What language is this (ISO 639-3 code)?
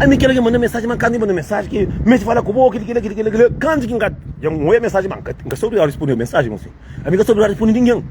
kea